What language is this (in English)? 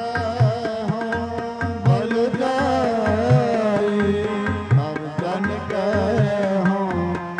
Punjabi